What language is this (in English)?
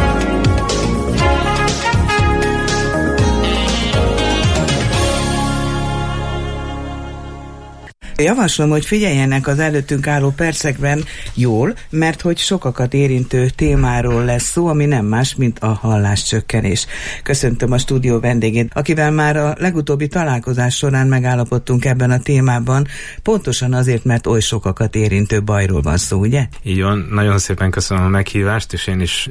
Hungarian